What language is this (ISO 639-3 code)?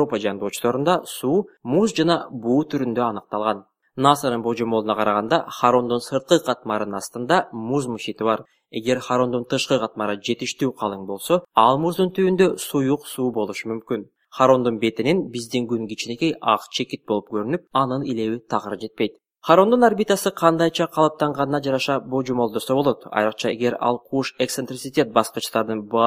kir